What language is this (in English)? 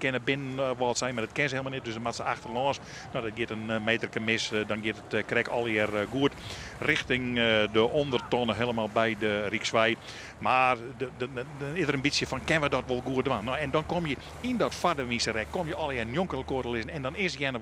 Western Frisian